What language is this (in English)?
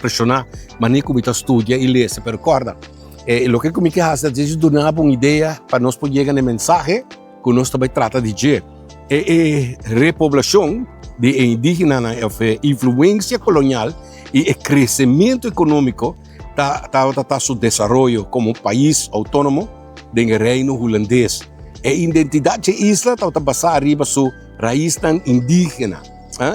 Papiamento